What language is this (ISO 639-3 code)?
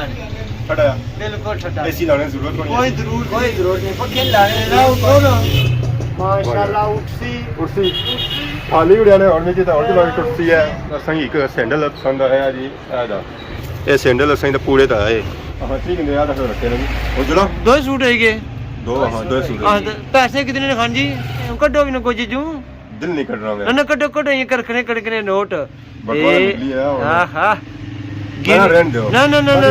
phr